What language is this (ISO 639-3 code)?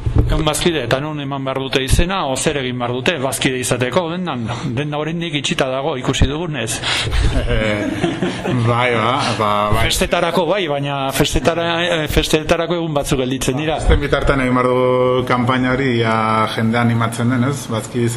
eus